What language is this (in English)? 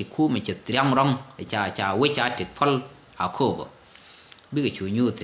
Nuer